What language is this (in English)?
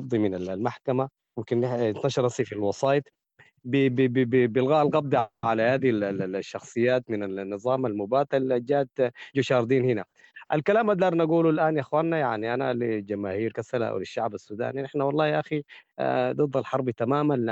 Sudanese Arabic